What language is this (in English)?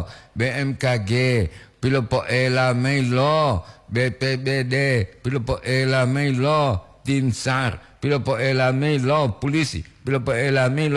Gorontalo